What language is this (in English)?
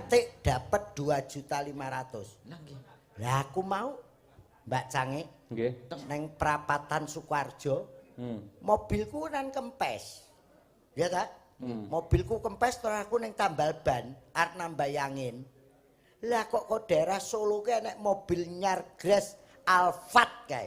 Javanese